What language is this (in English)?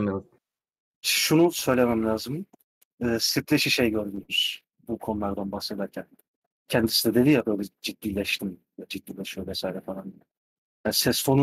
Turkish